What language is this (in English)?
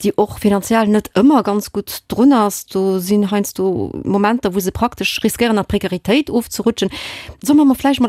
Luxembourgish